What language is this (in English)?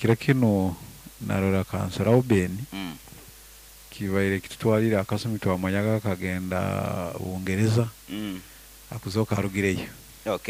Nyoro